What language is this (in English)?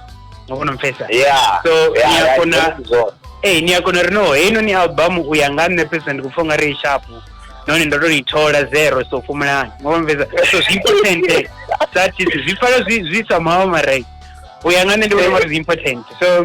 Venda